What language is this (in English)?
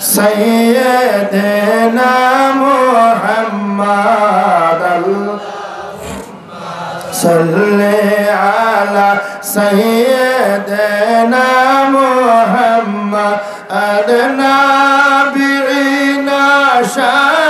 Sylheti